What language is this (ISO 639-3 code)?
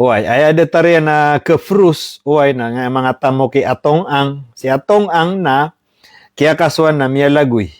mrw